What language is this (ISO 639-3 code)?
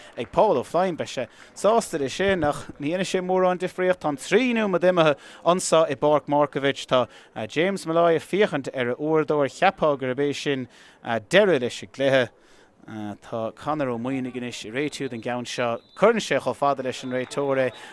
gle